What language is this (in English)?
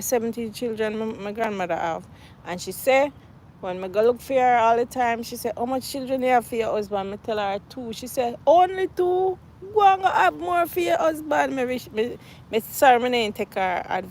Jamaican Creole English